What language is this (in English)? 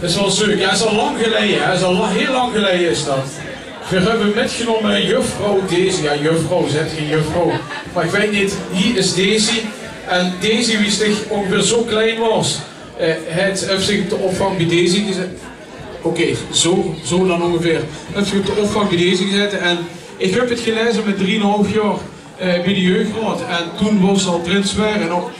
Limburgish